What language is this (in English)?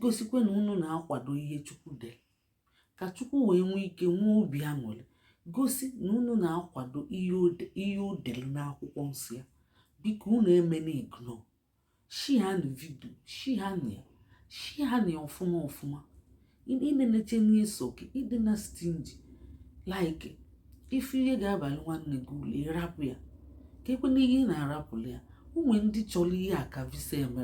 Igbo